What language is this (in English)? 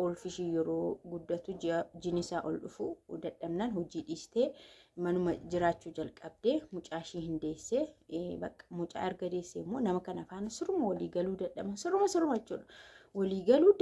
Oromo